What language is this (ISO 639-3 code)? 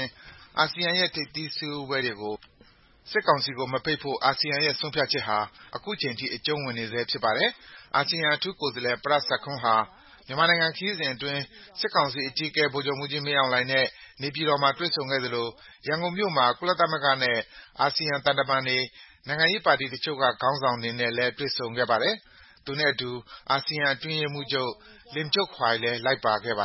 mya